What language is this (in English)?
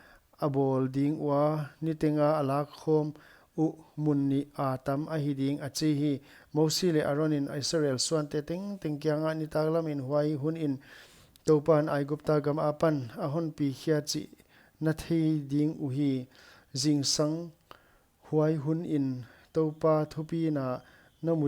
Paite Chin